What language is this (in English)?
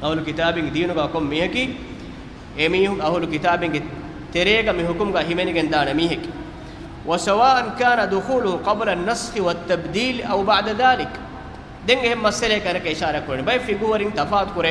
Divehi